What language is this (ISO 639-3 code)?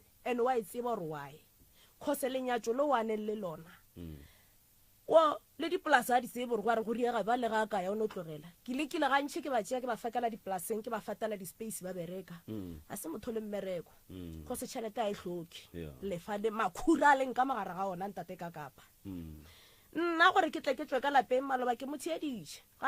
nso